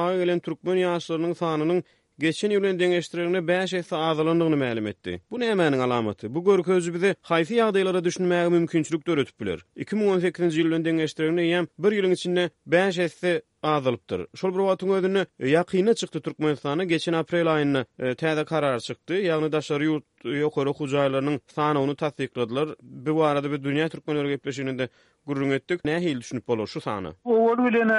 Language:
Turkmen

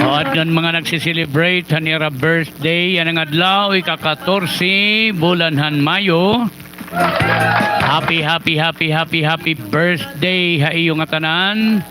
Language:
Waray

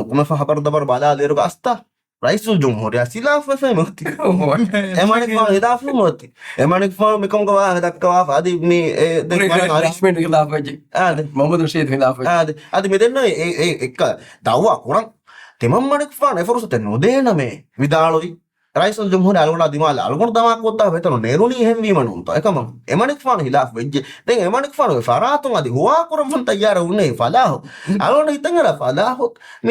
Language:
Divehi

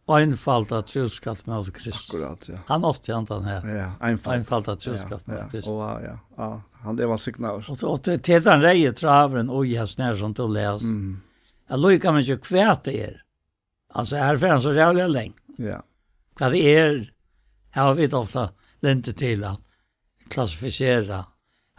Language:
Faroese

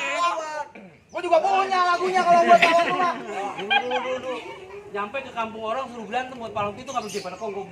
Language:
Betawi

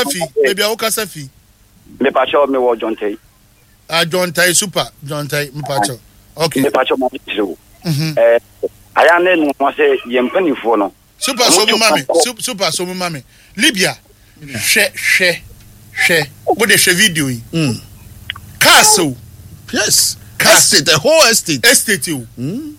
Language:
Akan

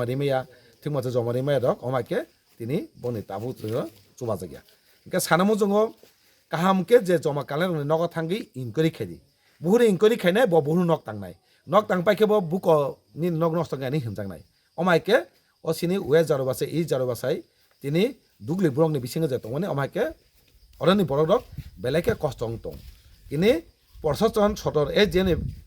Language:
Kok Borok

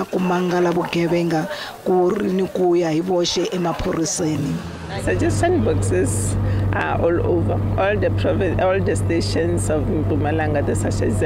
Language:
Tsonga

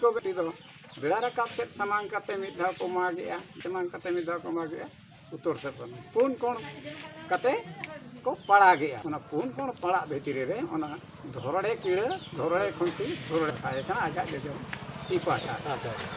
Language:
Santali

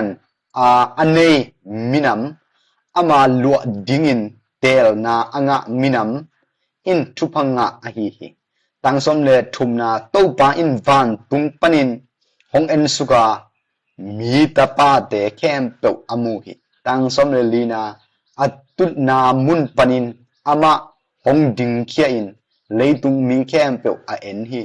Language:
Tedim Chin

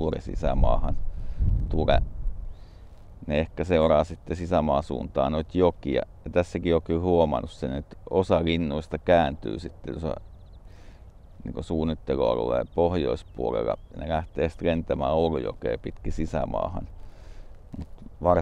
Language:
Finnish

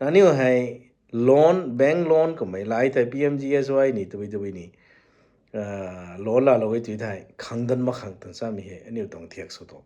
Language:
Rongmei Naga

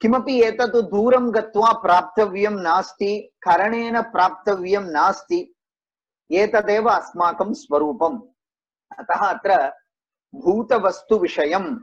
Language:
Sanskrit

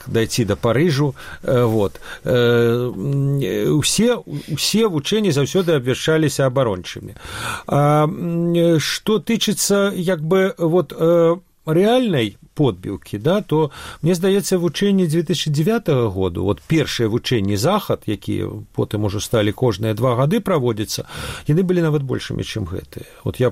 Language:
Belarusian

